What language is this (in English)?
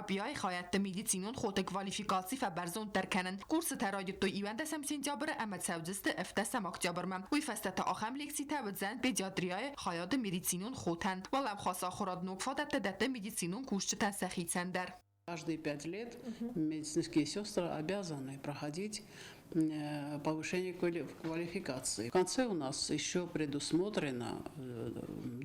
Ossetic